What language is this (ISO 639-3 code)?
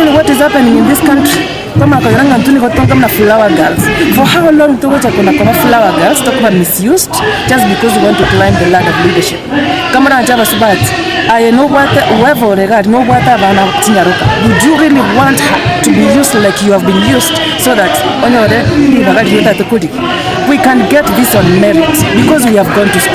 guz